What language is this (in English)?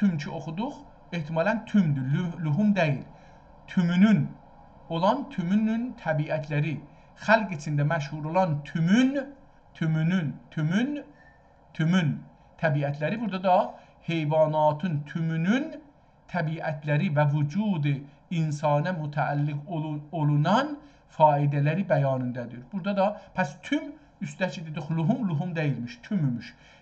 South Azerbaijani